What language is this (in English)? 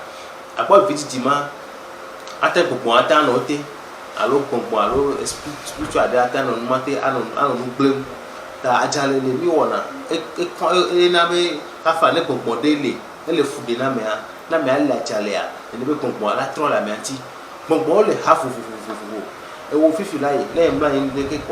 Ewe